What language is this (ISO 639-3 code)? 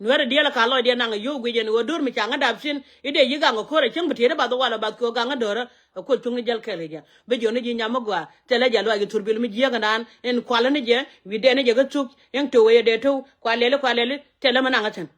nus